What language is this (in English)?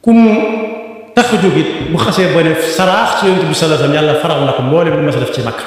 Wolof